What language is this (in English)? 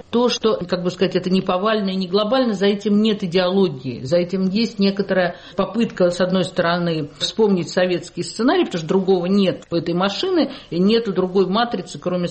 Russian